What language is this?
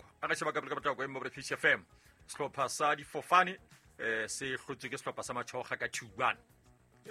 Southern Sotho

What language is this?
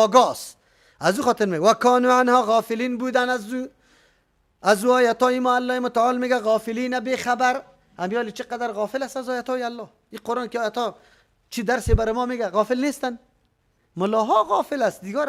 Persian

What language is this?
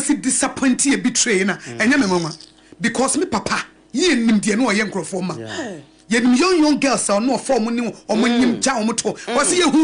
Akan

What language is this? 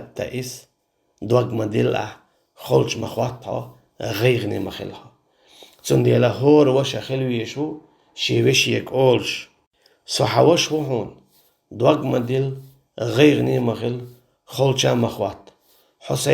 Chechen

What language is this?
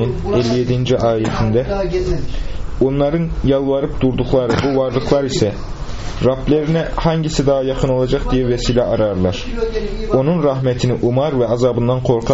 Turkish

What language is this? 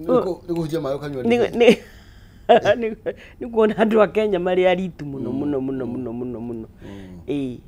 Kikuyu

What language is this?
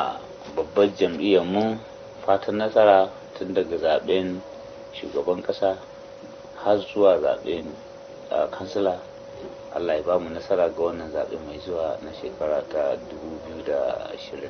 Hausa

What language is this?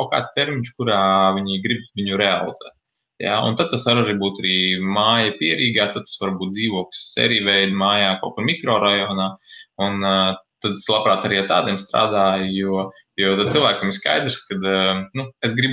Latvian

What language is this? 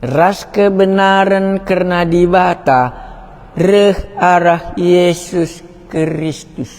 Batak Karo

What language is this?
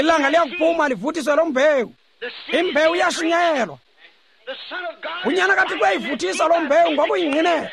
Xhosa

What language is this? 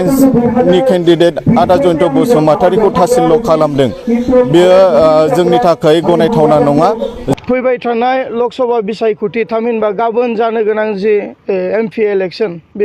Bodo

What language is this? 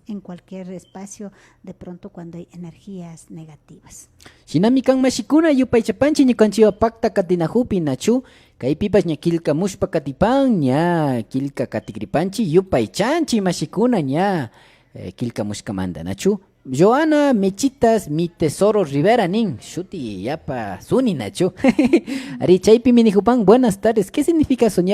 Imbabura Highland Quichua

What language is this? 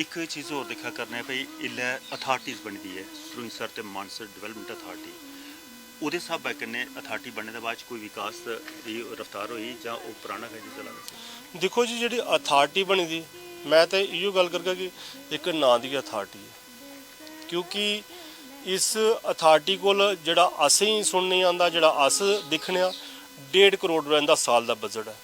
Dogri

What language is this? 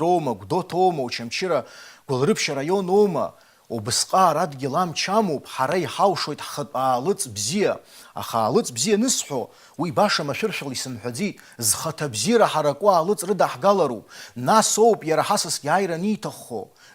Abkhazian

